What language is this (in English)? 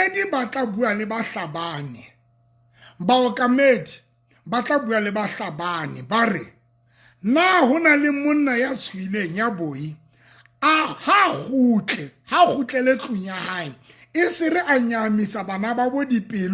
Southern Sotho